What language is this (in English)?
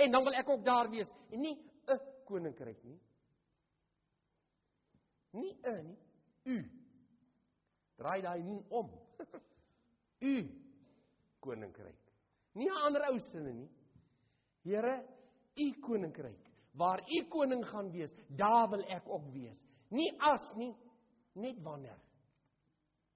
Afrikaans